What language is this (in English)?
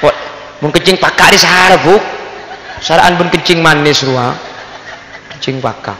Madurese